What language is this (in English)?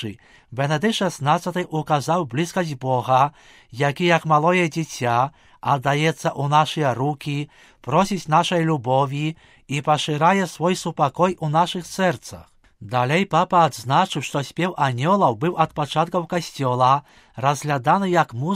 Belarusian